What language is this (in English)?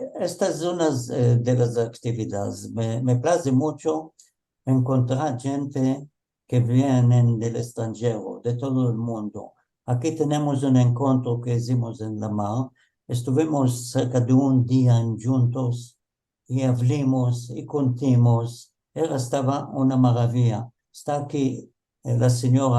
Ladino